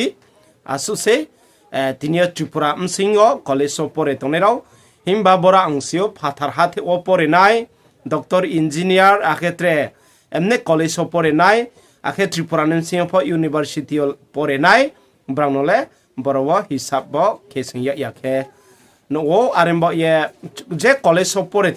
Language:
Riang (India)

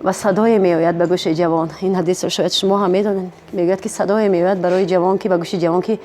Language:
Tajik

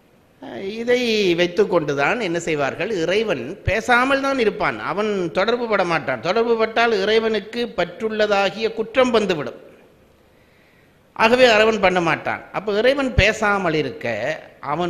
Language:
Tamil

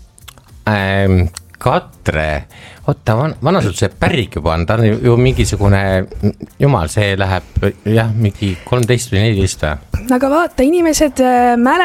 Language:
Estonian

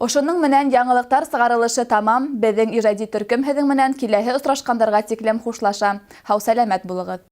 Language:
Bashkir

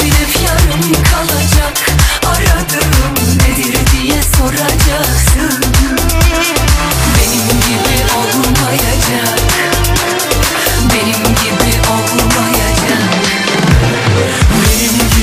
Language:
Turkish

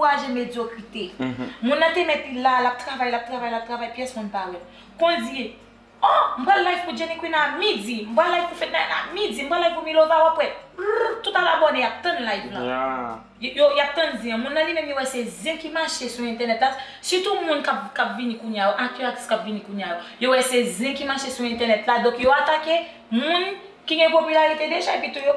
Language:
Haitian Creole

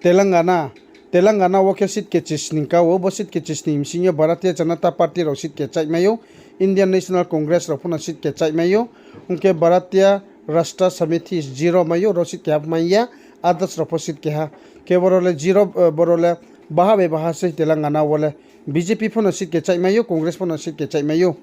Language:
Riang (India)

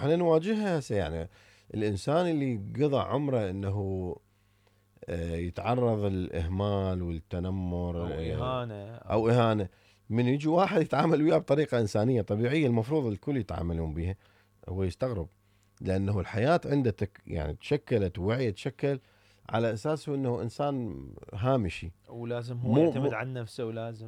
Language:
Mesopotamian Arabic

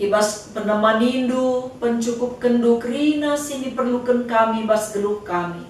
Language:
Batak Karo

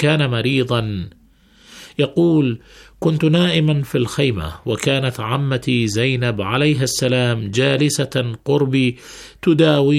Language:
Arabic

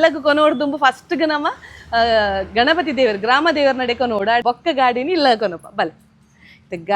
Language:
Tulu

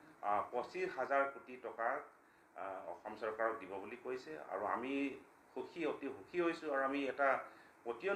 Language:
Assamese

